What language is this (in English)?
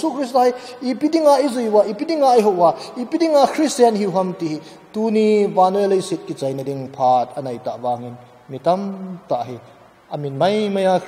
Thado Chin